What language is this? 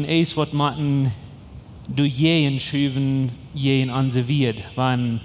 Plautdietsch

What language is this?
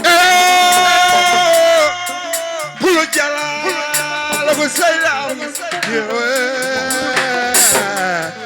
Fula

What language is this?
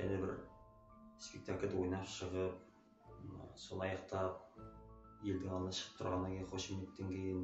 Kazakh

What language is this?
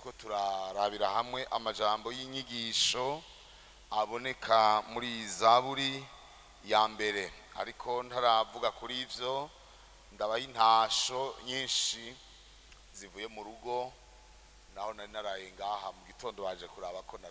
Rundi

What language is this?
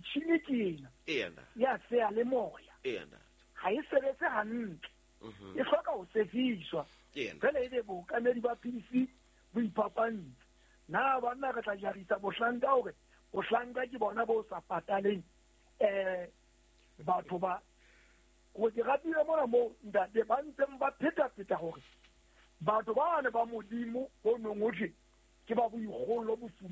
Southern Sotho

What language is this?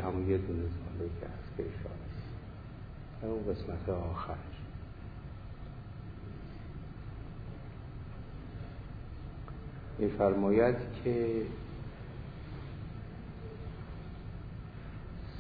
Persian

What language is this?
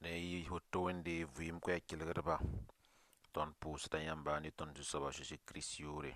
Mossi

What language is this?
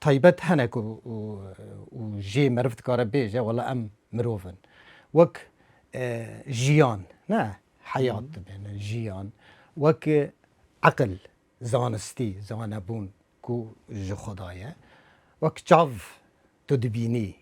Kurdish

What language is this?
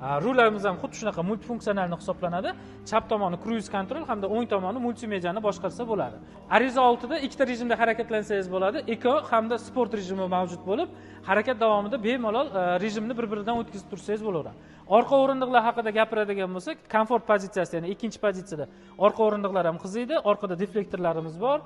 Uzbek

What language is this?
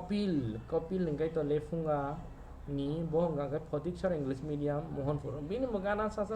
Kok Borok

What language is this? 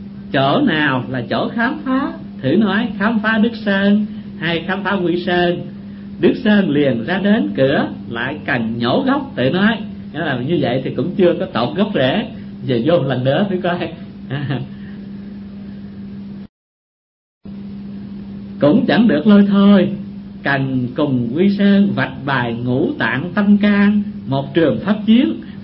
Vietnamese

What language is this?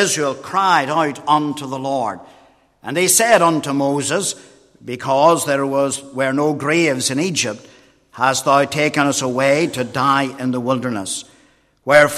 English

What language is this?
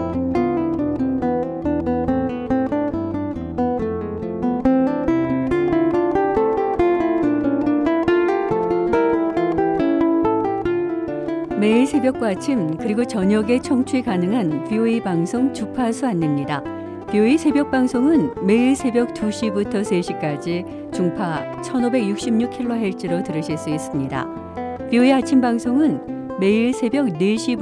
Korean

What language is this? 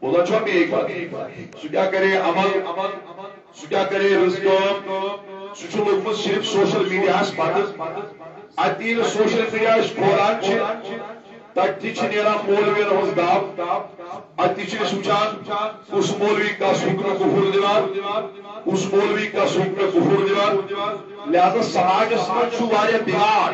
Kashmiri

